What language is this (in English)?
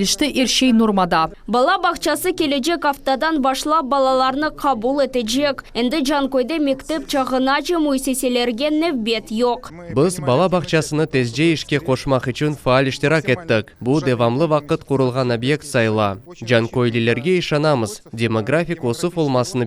Crimean Tatar